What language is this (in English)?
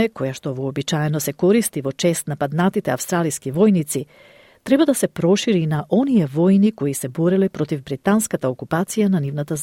Macedonian